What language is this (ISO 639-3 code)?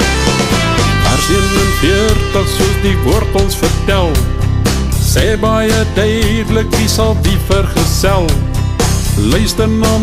afr